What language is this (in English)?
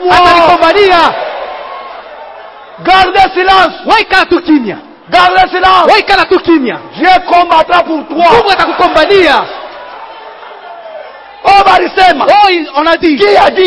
Swahili